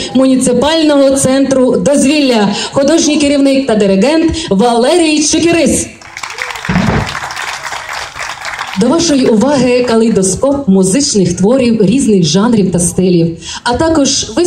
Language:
Ukrainian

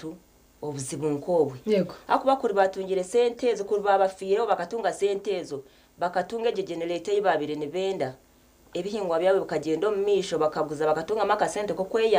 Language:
Nyankole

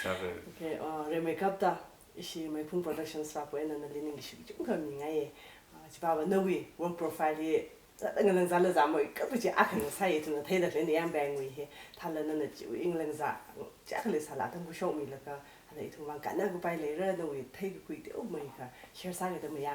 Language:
Tangkhul Naga (India)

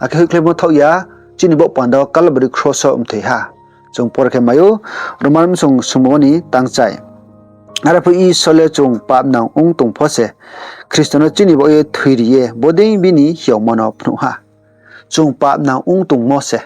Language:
Riang (India)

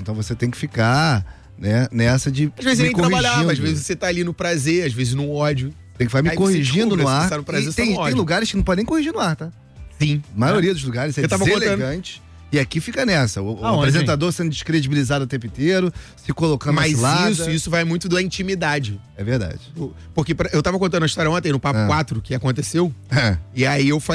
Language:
Portuguese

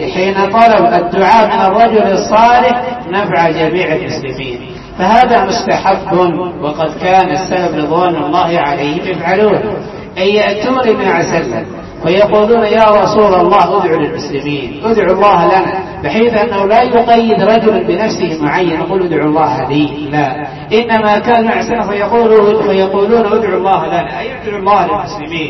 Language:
Arabic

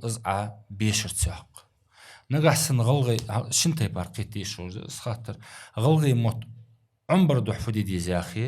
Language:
Ingush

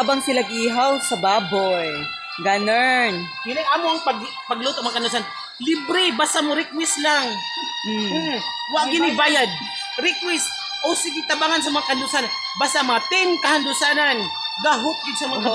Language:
Cebuano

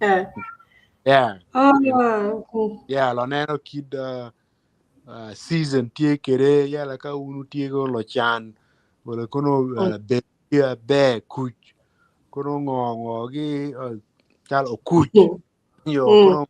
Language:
Acoli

